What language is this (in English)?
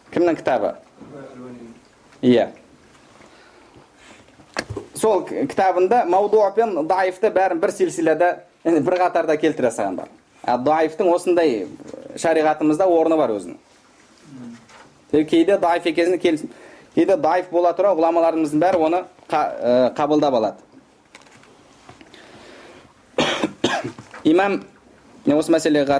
Kazakh